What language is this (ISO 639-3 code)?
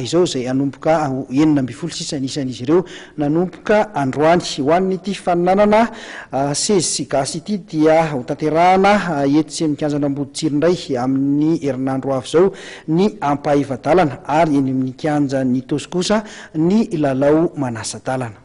mlg